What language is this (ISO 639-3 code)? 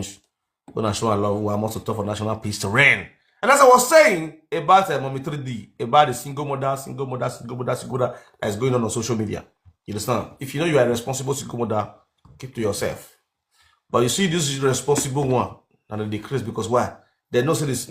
pcm